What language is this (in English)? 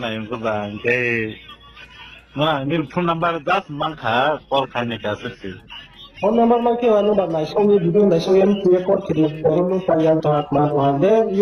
Riang (India)